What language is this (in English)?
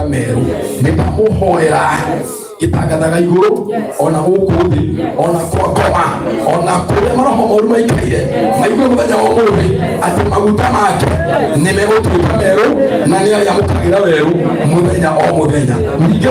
Kikuyu